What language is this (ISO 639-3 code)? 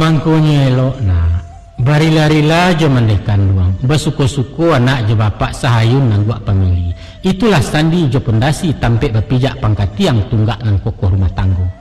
min